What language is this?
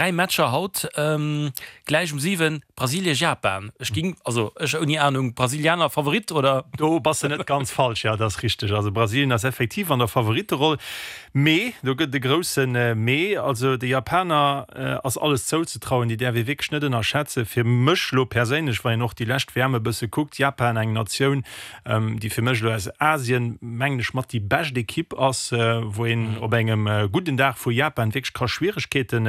Luxembourgish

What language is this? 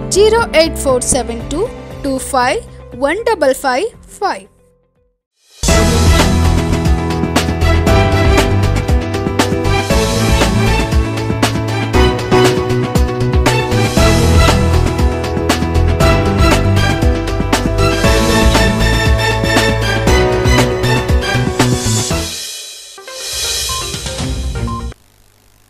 Kannada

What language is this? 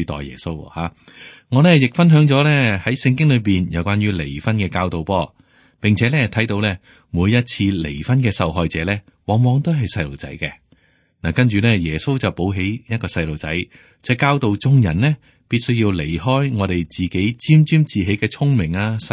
Cantonese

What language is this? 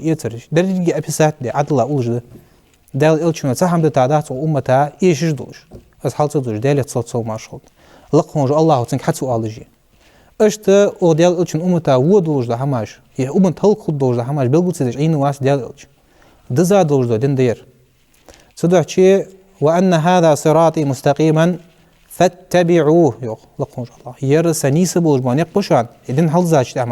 Ingush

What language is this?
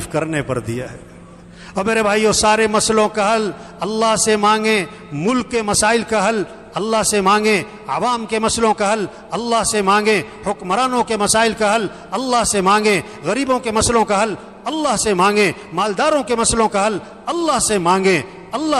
Urdu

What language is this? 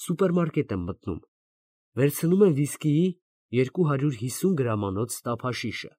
Armenian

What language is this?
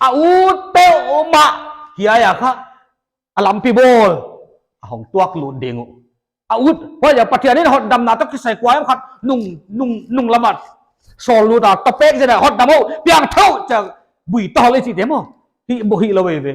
Paite Chin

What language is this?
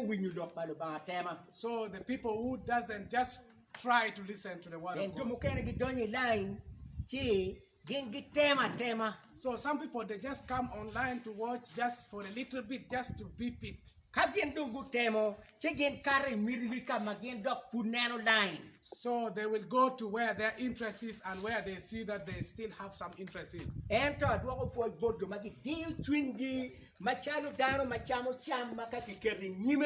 Acoli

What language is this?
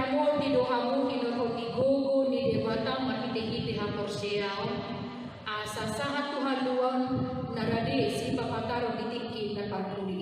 Batak Toba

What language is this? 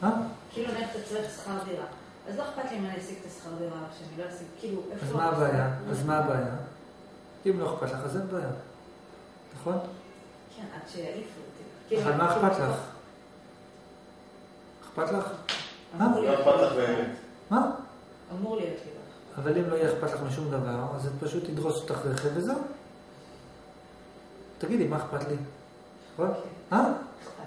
Hebrew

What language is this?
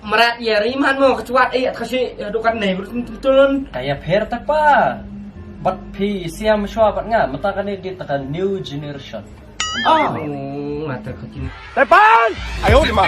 Khasi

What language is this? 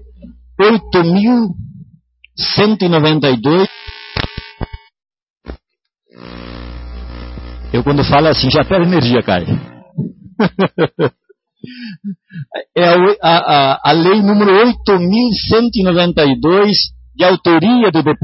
Portuguese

